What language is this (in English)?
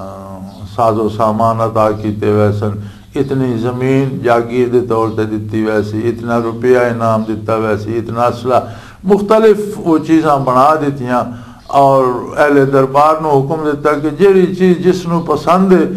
Western Panjabi